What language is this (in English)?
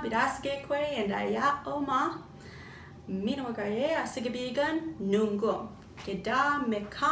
Chippewa